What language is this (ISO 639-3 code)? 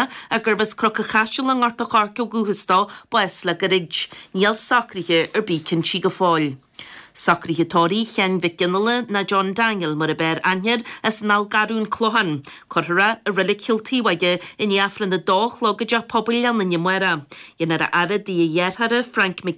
gle